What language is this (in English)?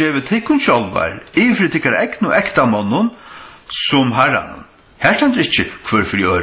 Faroese